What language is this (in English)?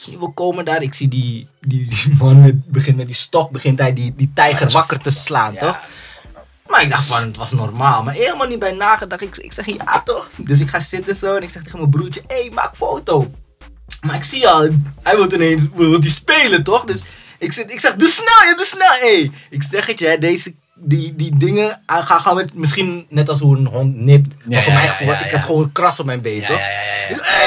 Dutch